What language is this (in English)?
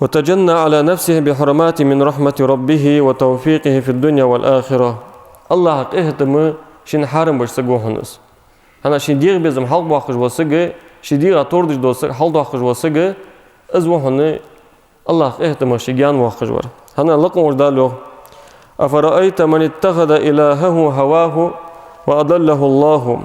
Ingush